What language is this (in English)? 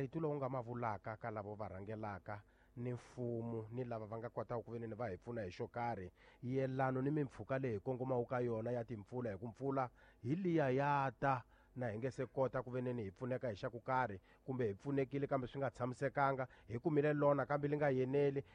Tsonga